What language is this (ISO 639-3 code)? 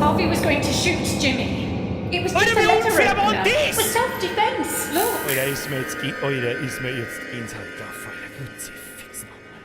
bar